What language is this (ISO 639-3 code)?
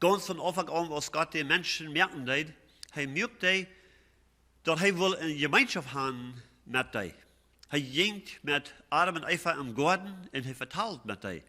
pdt